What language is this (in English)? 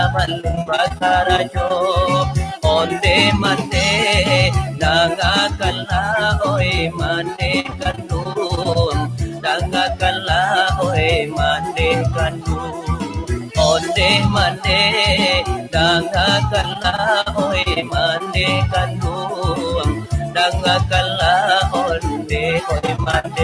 Minangkabau